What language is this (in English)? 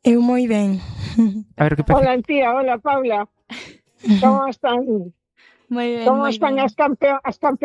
Galician